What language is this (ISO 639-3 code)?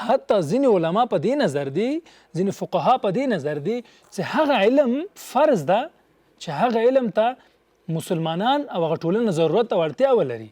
pus